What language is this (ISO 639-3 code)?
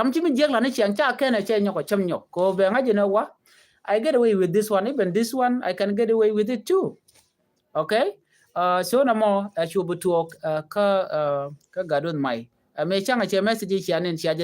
nus